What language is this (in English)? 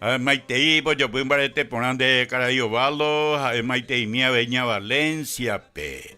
Guarani